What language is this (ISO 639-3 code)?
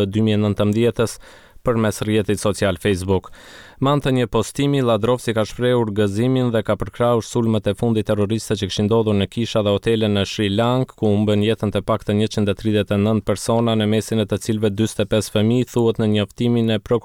sqi